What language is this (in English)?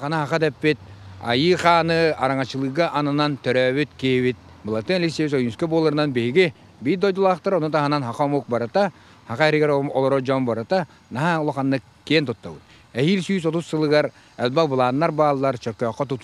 Yakut